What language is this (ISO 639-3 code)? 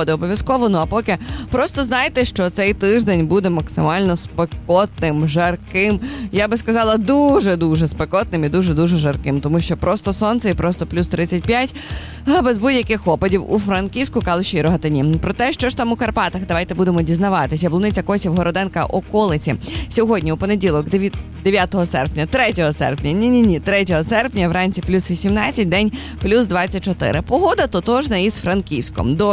ukr